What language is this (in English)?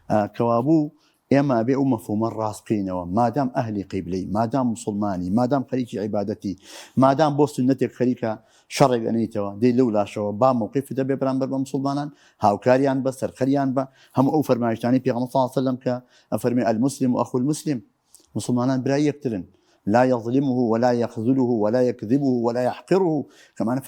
Central Kurdish